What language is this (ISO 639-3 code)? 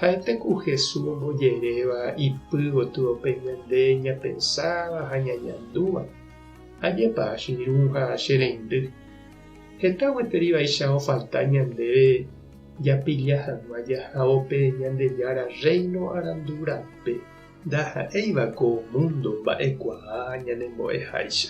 grn